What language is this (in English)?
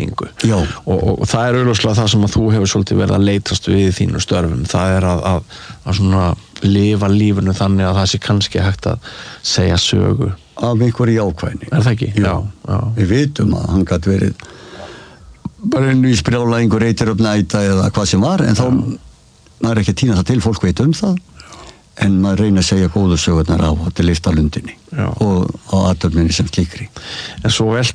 Icelandic